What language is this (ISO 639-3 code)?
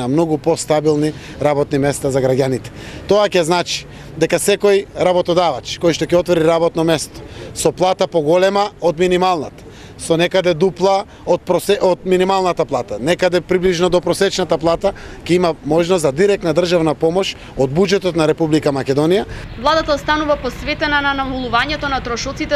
mkd